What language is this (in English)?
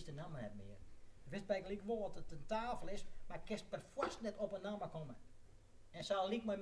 Western Frisian